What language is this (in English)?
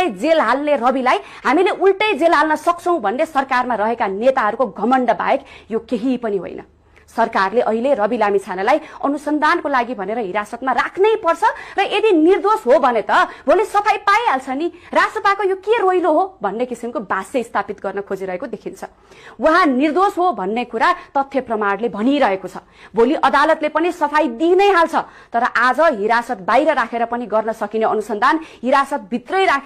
Nepali